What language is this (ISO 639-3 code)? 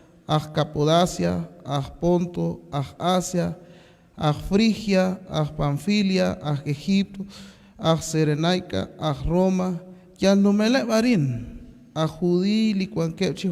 kek